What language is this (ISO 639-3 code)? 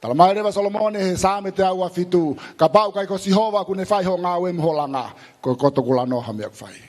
ton